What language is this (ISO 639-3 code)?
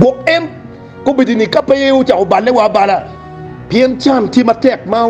ach